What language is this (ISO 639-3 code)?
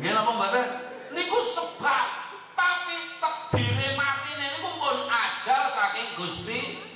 jav